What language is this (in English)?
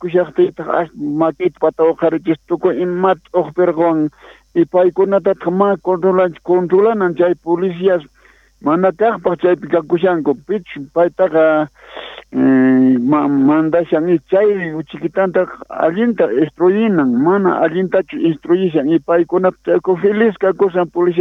South Bolivian Quechua